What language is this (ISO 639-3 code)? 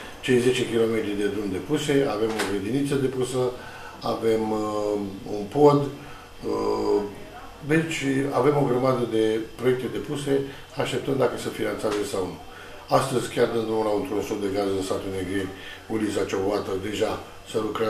ron